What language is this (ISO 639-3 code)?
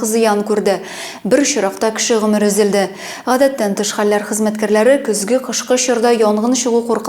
tat